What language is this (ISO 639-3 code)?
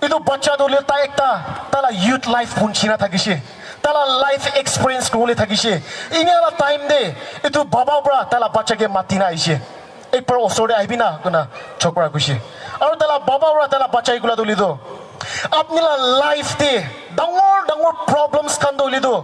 nag